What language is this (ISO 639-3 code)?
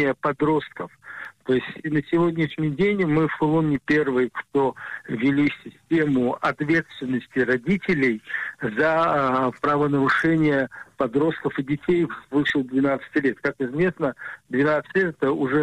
rus